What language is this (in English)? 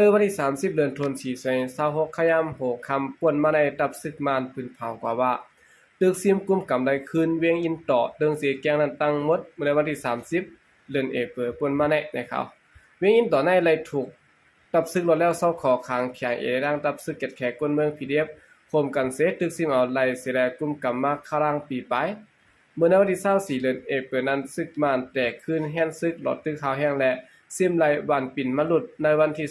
Shan